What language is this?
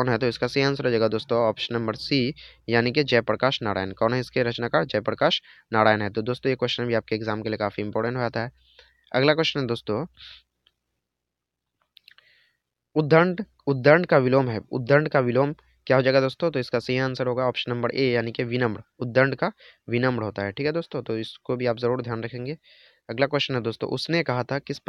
Hindi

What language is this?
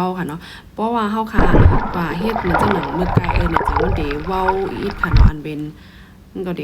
Shan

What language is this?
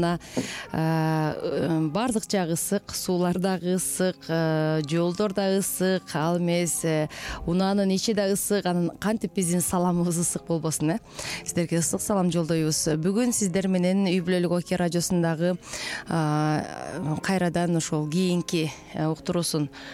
Kyrgyz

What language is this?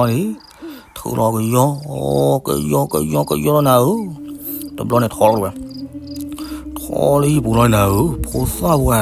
S'gaw Karen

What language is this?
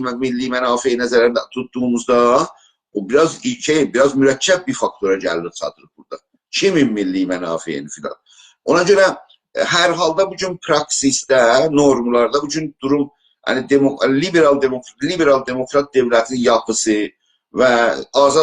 South Azerbaijani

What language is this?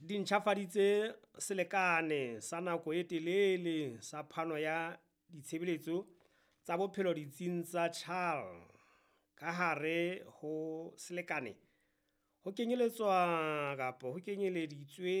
Southern Sotho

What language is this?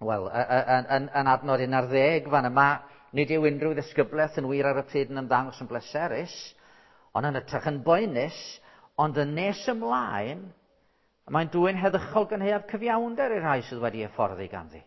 Welsh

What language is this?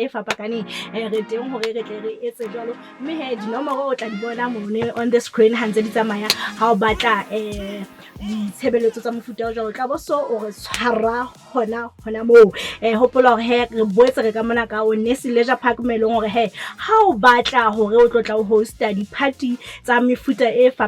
Southern Sotho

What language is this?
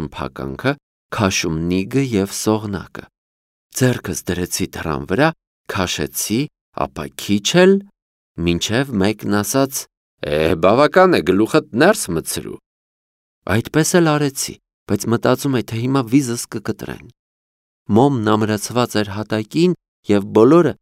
Armenian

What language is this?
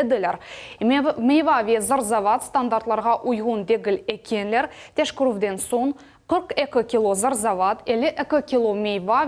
Crimean Tatar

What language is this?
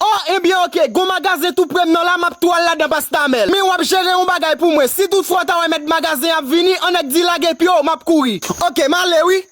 Haitian Creole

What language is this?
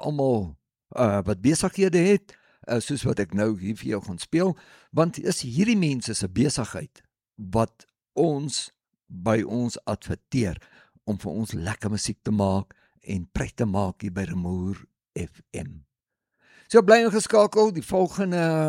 Afrikaans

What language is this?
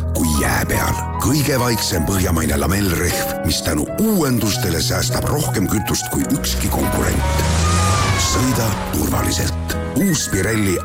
Estonian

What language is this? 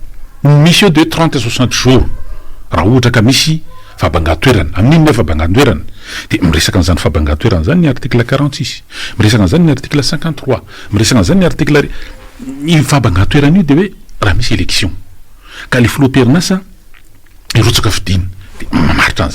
Malagasy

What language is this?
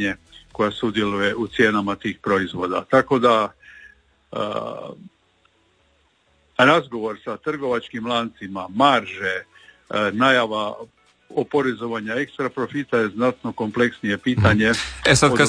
Croatian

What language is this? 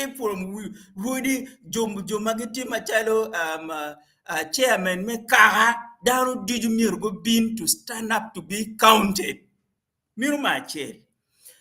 Acoli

